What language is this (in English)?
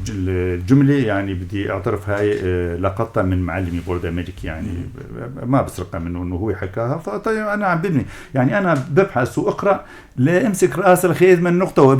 North Levantine Arabic